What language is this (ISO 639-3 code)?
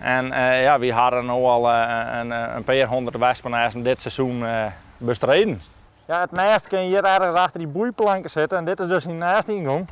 fry